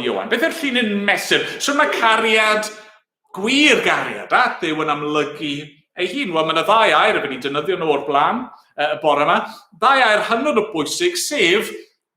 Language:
Welsh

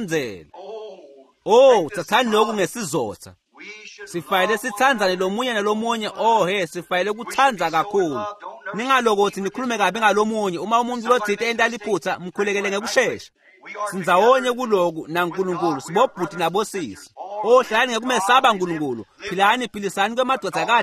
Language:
Swati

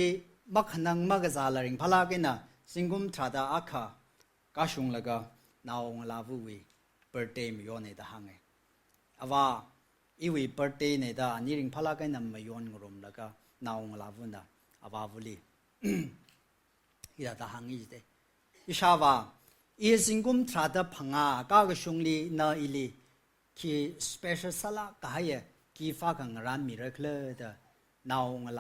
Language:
Tangkhul Naga (India)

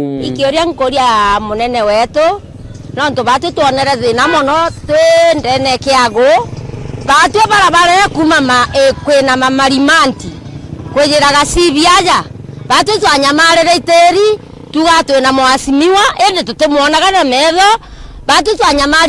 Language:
Meru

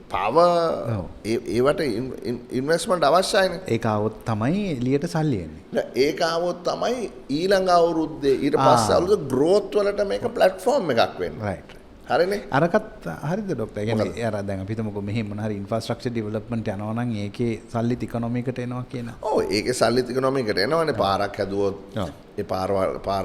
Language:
Sinhala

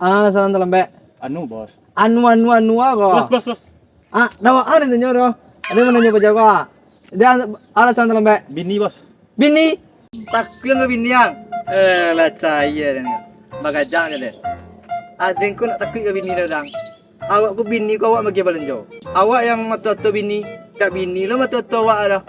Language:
Minangkabau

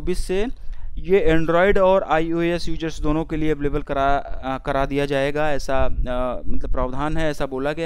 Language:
Hindi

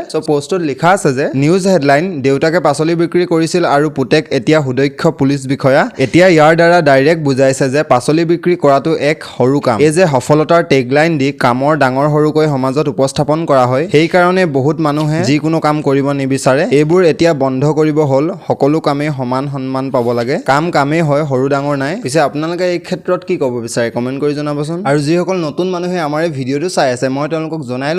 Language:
Assamese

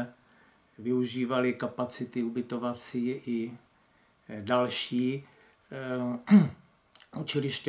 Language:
Czech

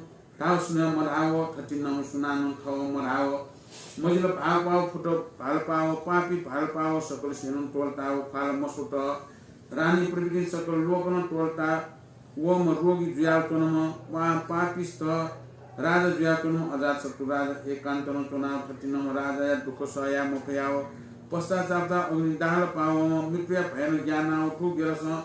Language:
Newari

